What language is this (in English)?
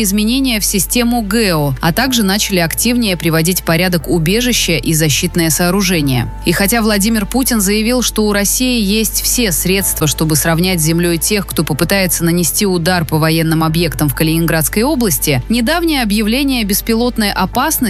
Russian